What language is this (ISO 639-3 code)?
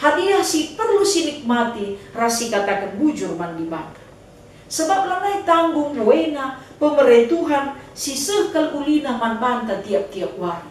btx